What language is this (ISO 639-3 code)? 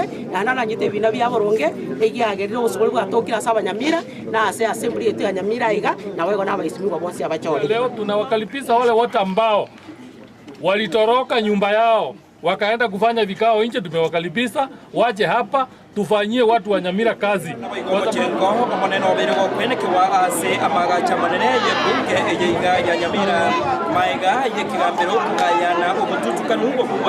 guz